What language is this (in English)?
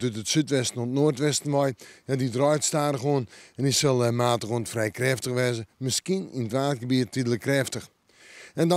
Western Frisian